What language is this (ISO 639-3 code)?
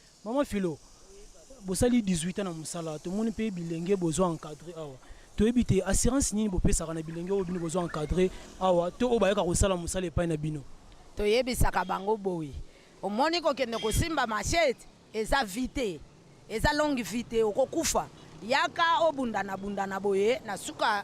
lin